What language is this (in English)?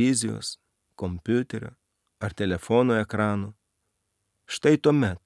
Lithuanian